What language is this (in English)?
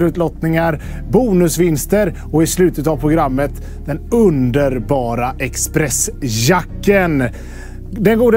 Swedish